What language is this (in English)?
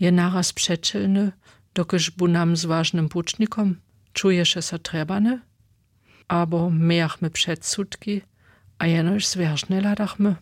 Upper Sorbian